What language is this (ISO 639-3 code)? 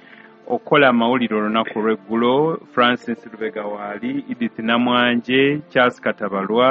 lug